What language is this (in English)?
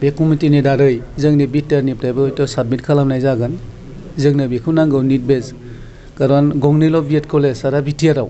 Bodo